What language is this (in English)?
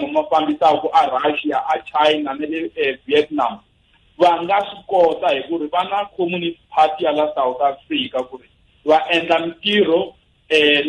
Tsonga